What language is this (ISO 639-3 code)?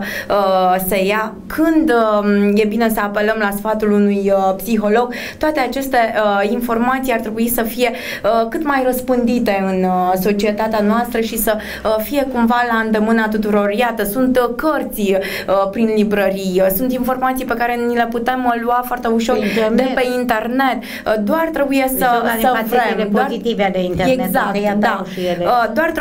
ron